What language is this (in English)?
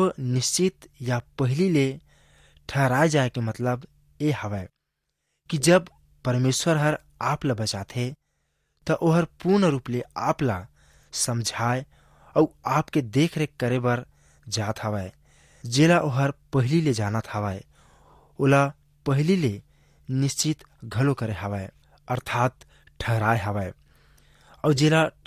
Chhattisgarhi